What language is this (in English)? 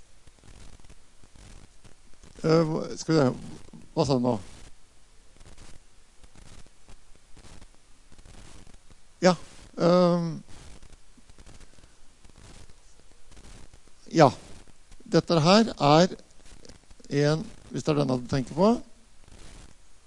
Norwegian